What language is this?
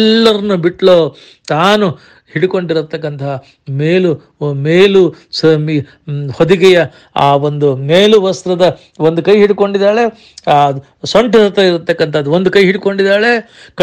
Kannada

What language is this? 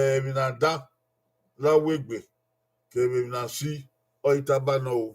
Bini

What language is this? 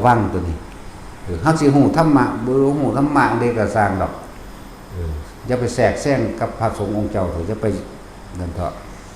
Northeastern Thai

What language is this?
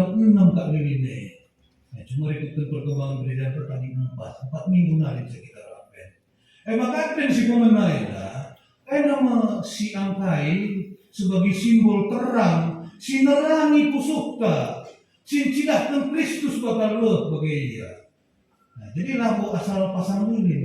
Batak Karo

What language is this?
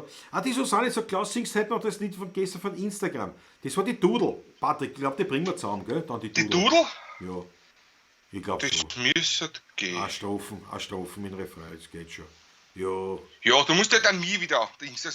Bavarian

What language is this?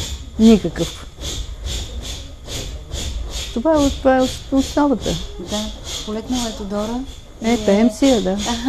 Bulgarian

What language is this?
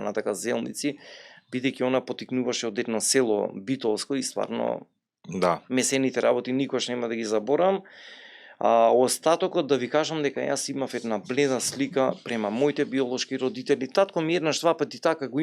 Macedonian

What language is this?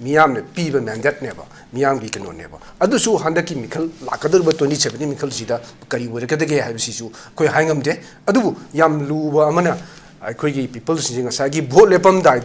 Manipuri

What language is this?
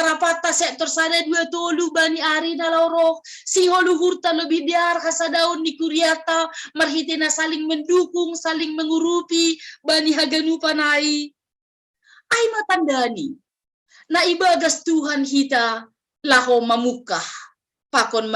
Batak Simalungun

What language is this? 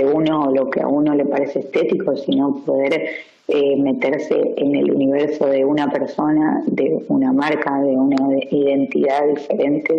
Spanish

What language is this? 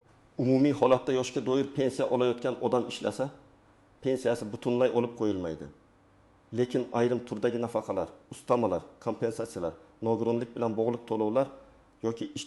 Uzbek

